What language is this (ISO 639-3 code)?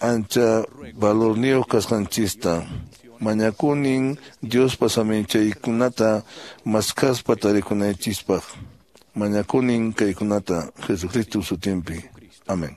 que